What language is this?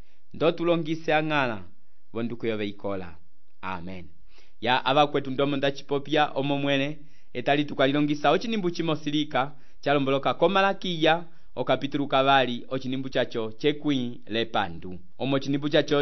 Umbundu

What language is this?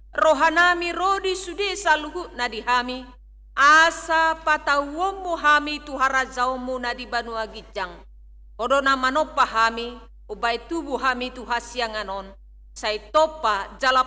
Batak Toba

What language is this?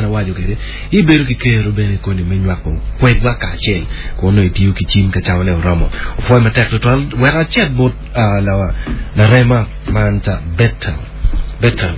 Acoli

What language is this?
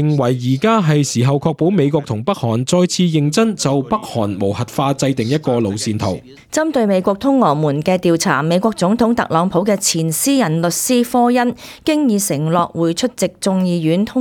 Cantonese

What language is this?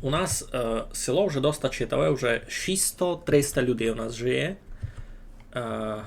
Rusyn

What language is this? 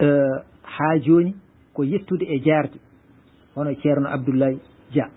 Fula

